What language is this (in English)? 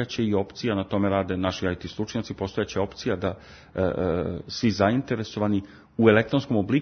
Serbian